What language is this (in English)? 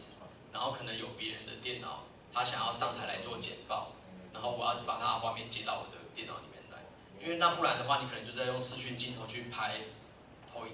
Chinese